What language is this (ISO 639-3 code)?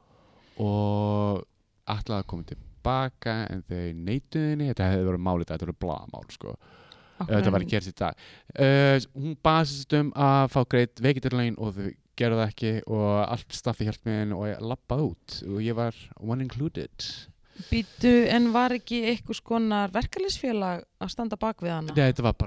isl